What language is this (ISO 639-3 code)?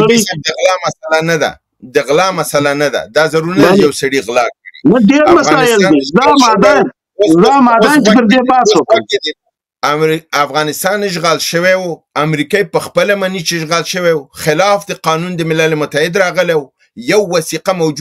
pus